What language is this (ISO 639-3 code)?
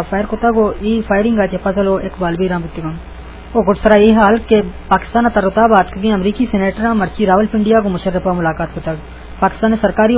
bgp